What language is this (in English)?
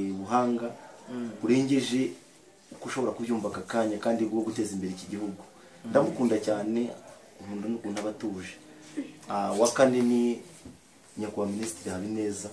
Kinyarwanda